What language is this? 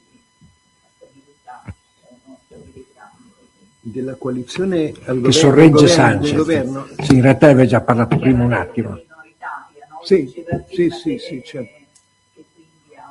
Italian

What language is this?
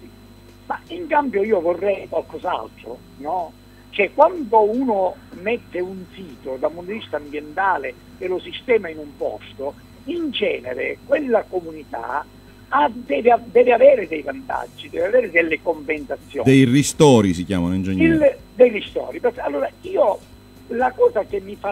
Italian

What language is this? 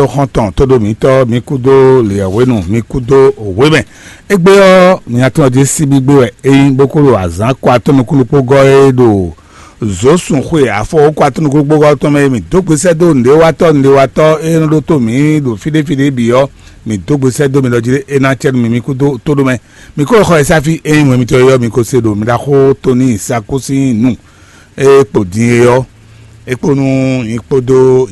Fon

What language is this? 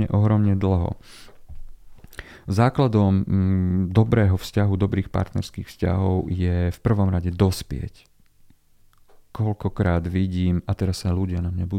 Slovak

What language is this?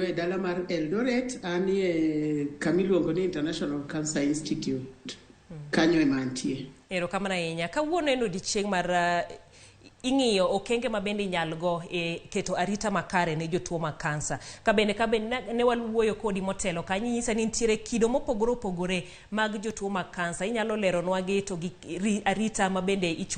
Luo (Kenya and Tanzania)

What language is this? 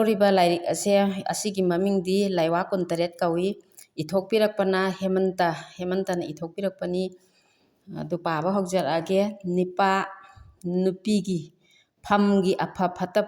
Manipuri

